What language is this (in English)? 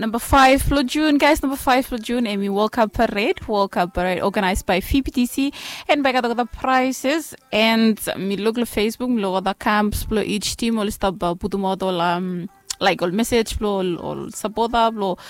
Bislama